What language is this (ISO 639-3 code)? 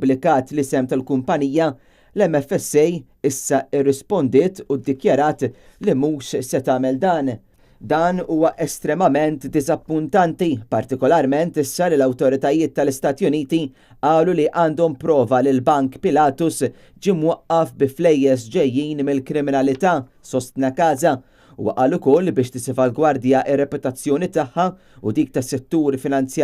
mlt